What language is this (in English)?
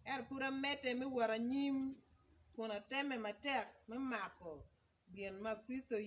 Acoli